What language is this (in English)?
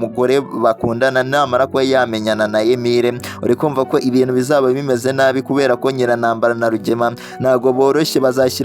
Kinyarwanda